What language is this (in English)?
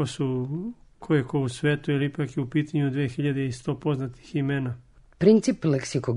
Serbian